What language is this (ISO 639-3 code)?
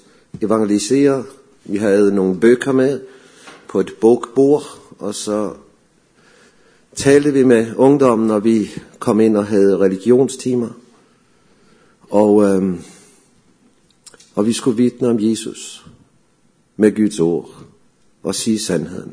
dan